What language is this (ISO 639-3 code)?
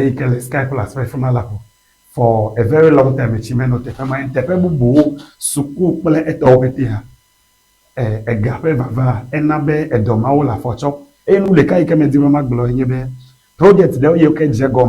ewe